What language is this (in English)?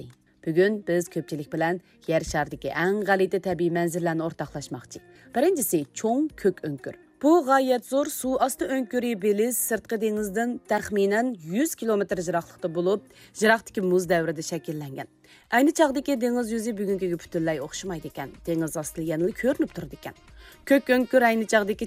Uyghur